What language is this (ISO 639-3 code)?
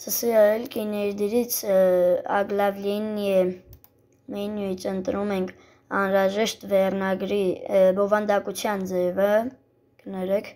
hye